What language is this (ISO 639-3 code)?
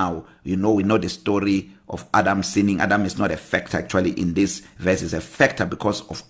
eng